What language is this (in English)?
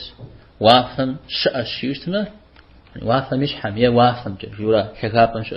Kabardian